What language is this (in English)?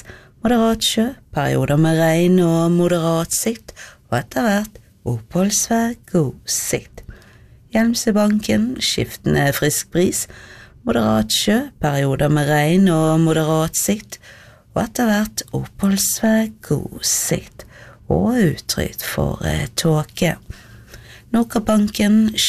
Norwegian